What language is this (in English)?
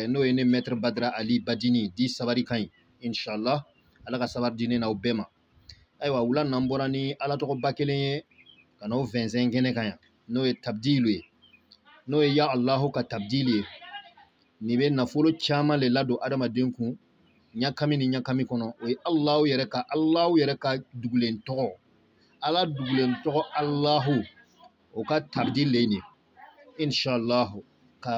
Bambara